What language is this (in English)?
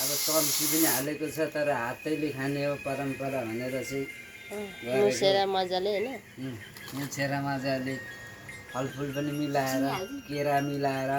Nepali